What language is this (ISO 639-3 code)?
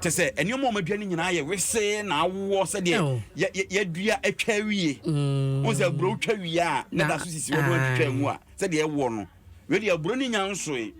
aka